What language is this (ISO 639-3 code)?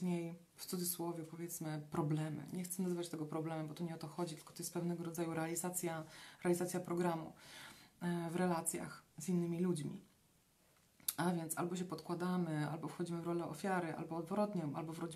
pol